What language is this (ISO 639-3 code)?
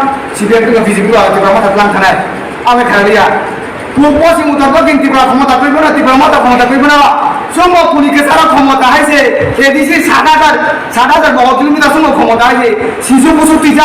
trp